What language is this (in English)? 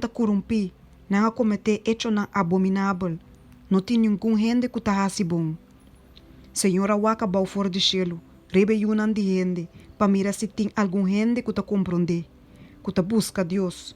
Papiamento